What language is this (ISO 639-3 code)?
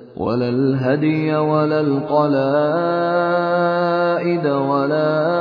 ara